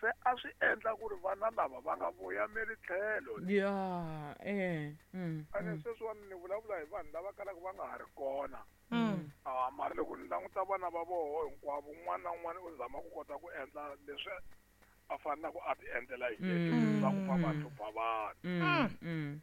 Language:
Tsonga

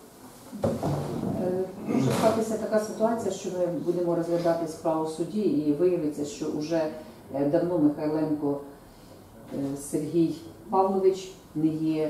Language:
Ukrainian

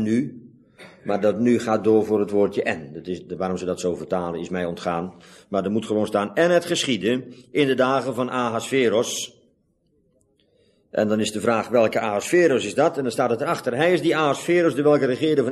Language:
Dutch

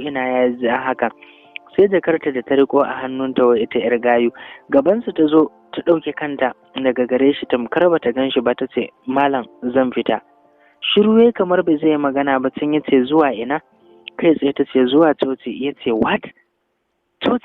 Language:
Hausa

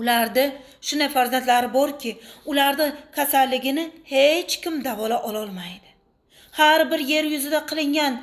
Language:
Uzbek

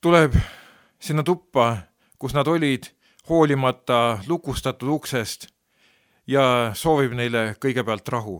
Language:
Estonian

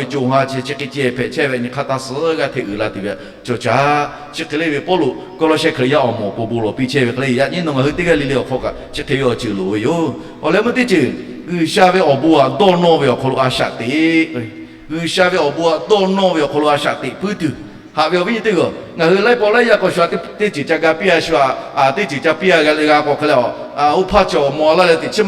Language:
Lahu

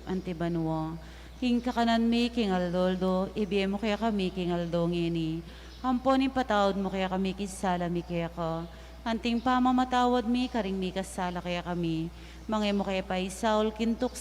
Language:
Pampanga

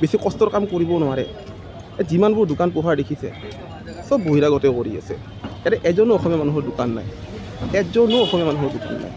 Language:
Assamese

